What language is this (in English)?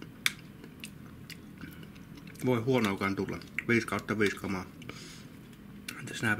Finnish